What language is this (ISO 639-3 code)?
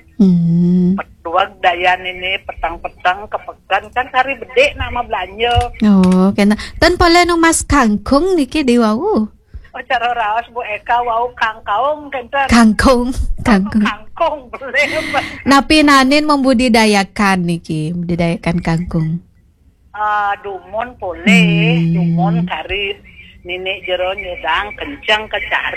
ban